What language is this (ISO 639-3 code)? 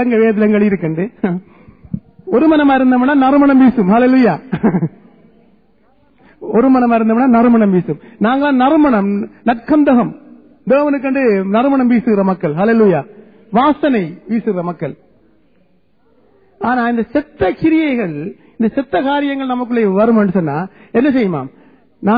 tam